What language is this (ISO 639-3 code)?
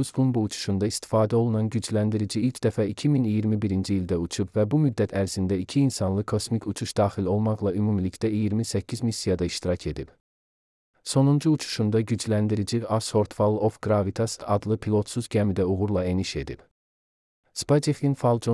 aze